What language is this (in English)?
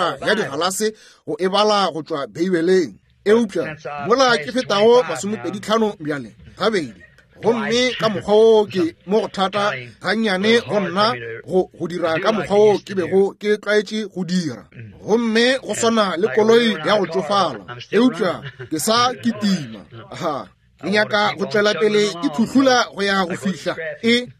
Northern Sotho